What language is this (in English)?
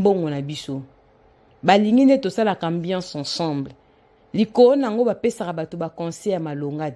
Lingala